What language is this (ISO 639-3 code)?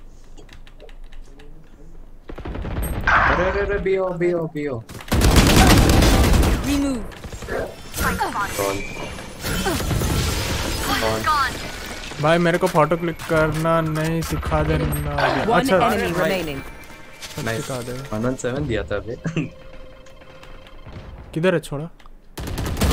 hin